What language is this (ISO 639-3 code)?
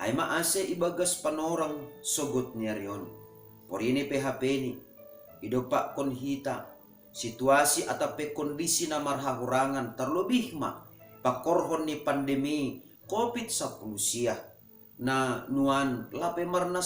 bts